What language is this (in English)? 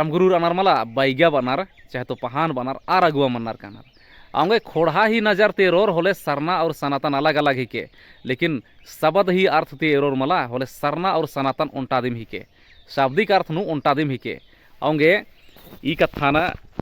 Kurukh